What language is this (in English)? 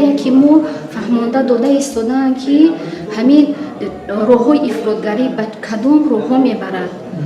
Tajik